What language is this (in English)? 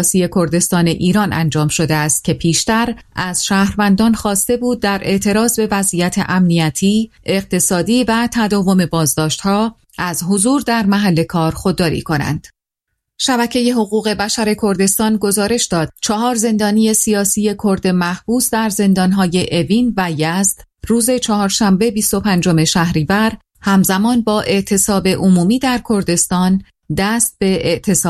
Persian